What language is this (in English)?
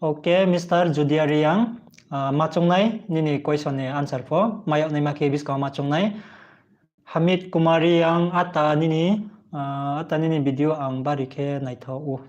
Riang (India)